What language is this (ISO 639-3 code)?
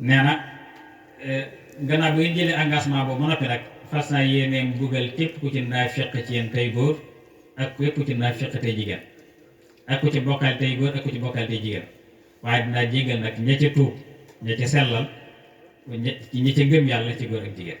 wol